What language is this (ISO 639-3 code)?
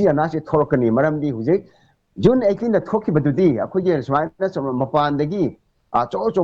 mni